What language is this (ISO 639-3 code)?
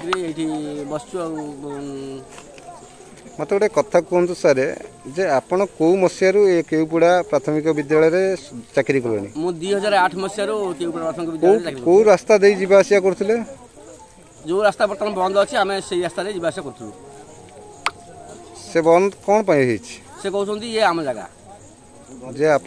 ori